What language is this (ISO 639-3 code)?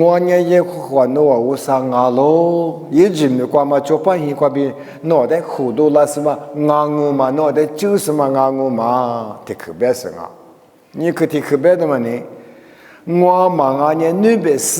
lis